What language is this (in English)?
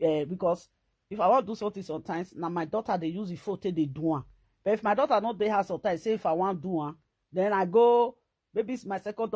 Nigerian Pidgin